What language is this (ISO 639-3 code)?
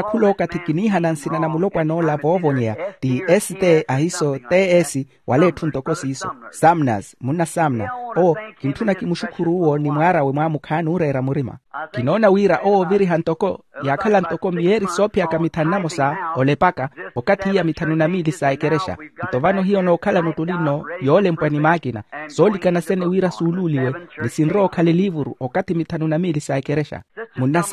vmw